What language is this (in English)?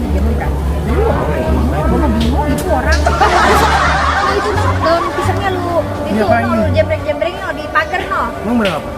Betawi